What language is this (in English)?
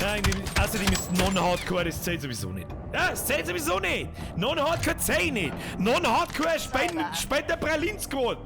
Bavarian